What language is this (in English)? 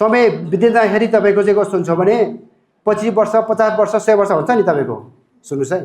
Nepali